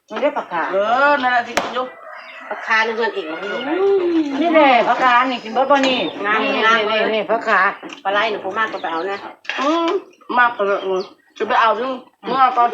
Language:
Northeastern Thai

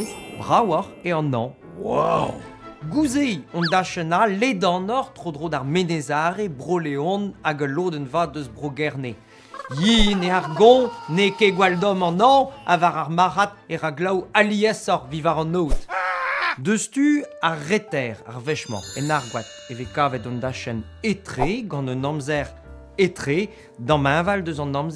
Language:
Breton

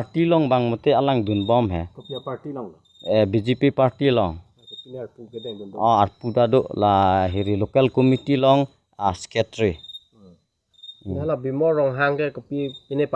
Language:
Karbi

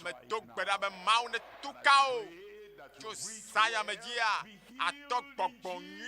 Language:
Ewe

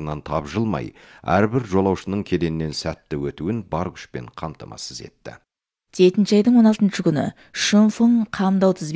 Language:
Kazakh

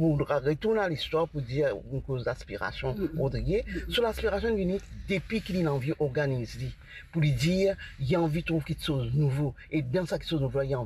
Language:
Morisyen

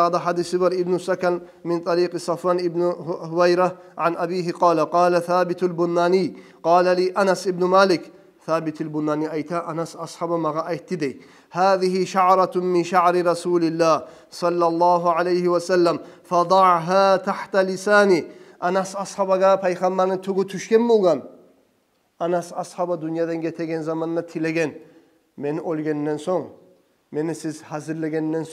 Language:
Kumyk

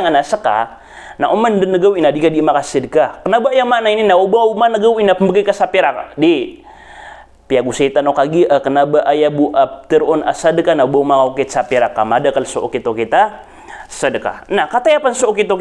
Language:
Maranao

